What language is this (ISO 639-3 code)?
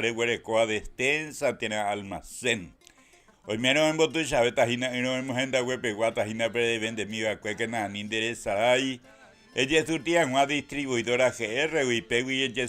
grn